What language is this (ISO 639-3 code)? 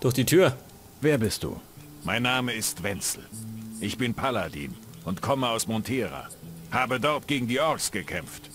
bar